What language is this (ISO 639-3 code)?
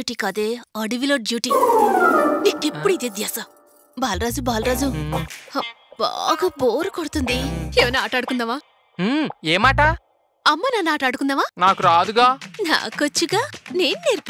tel